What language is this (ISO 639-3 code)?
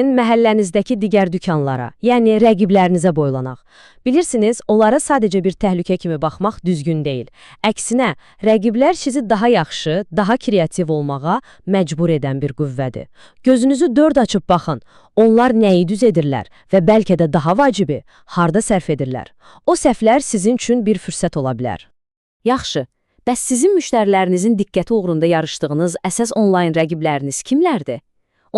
aze